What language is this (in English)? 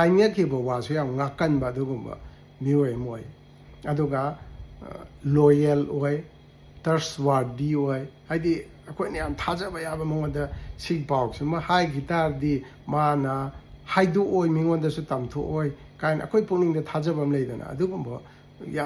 Manipuri